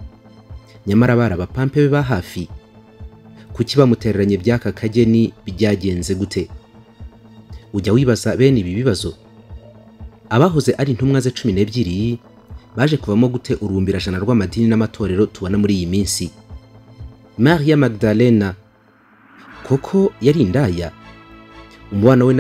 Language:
Kinyarwanda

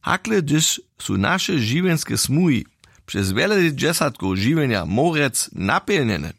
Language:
Upper Sorbian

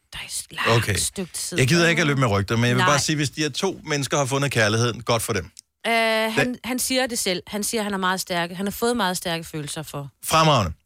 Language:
Danish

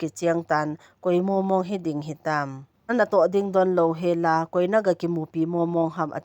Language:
Thado Chin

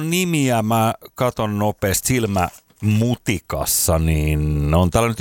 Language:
Finnish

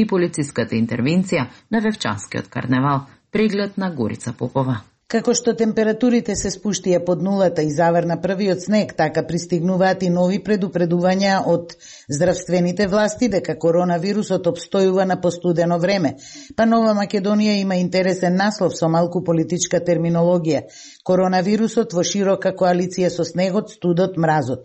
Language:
Macedonian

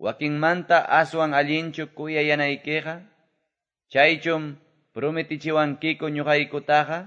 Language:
Quechua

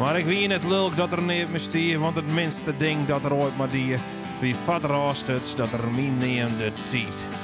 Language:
Western Frisian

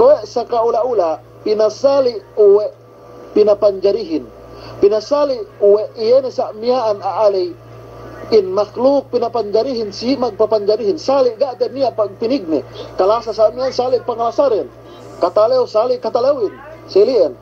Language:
Yakan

